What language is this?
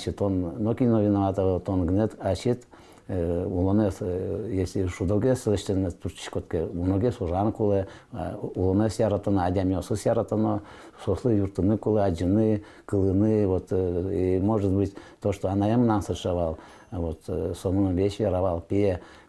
Udmurt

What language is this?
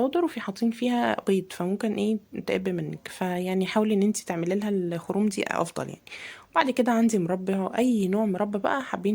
Egyptian Arabic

